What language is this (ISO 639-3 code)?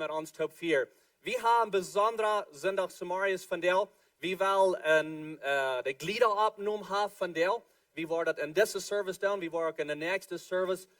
pdt